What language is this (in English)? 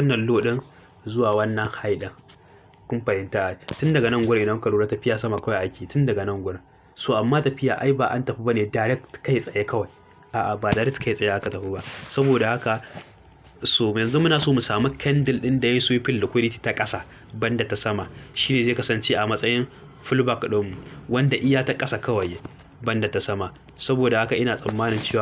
Hausa